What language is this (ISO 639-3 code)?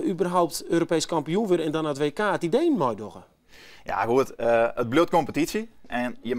fry